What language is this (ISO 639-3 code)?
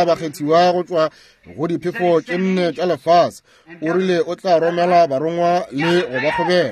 nso